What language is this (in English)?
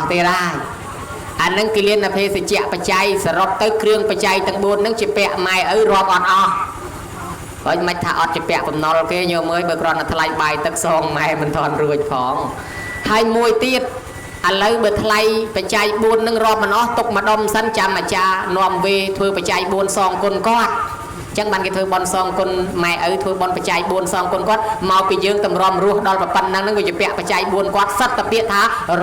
Khmer